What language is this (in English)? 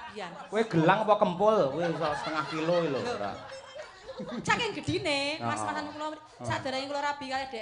Javanese